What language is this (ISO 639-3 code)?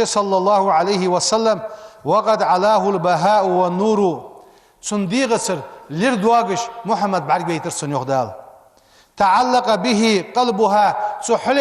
inh